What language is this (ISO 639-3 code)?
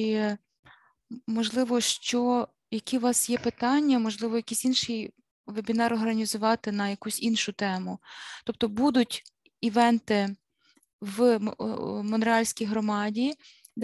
ukr